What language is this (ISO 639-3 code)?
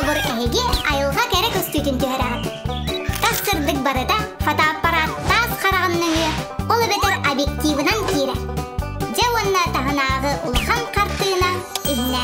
sah